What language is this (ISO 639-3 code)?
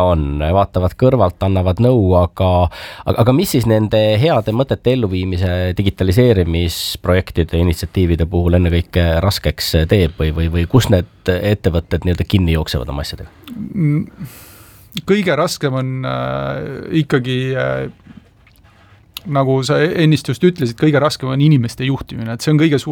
est